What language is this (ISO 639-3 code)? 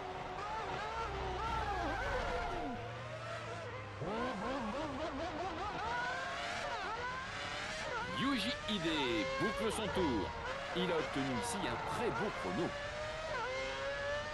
fra